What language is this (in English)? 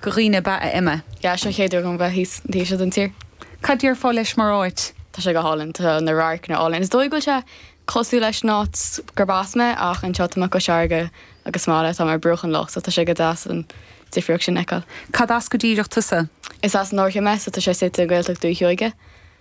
Irish